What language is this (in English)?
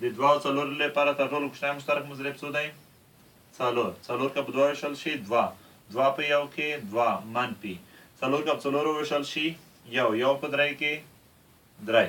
Pashto